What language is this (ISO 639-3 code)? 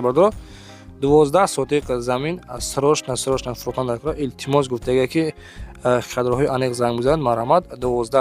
tgk